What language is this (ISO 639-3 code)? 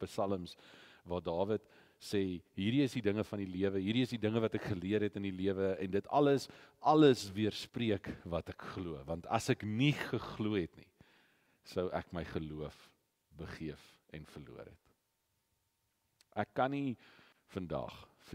afr